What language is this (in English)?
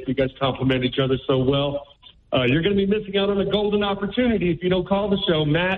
English